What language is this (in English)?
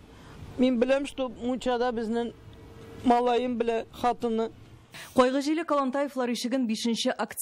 Tatar